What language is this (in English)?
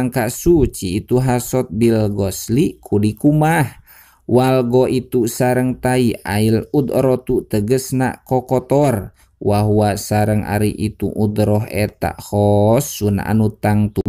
Sundanese